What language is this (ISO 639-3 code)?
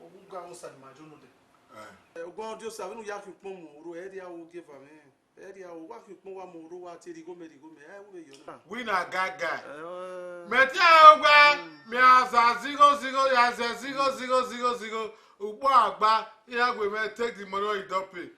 bin